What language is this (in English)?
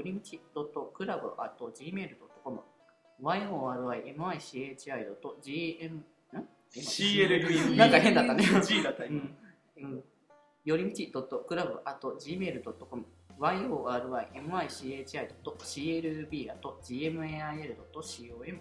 Japanese